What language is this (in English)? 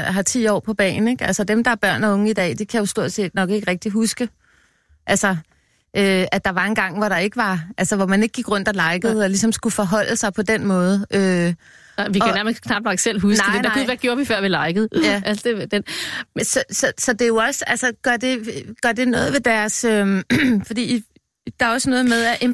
Danish